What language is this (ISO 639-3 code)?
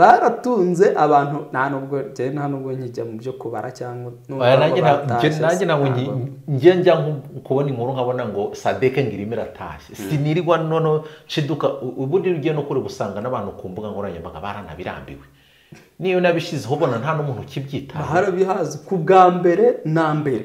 kin